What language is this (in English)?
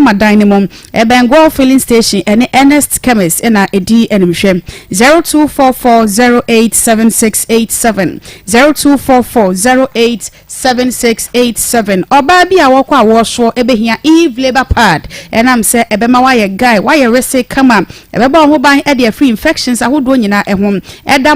Akan